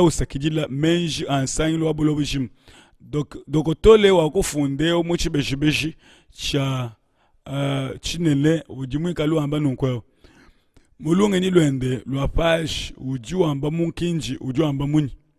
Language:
Luba-Lulua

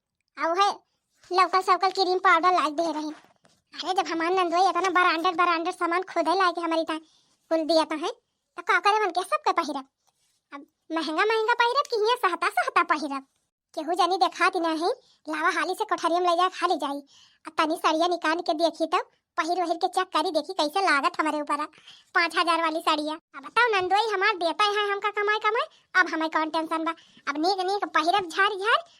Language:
Awadhi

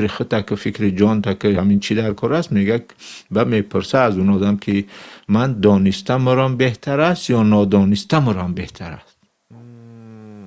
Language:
Tajik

